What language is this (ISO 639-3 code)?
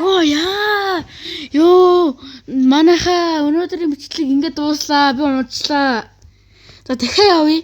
mon